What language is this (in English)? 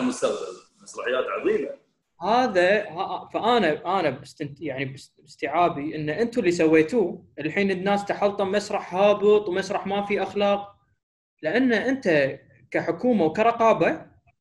Gulf Arabic